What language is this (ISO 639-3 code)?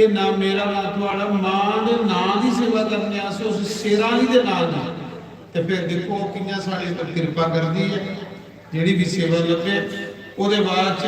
doi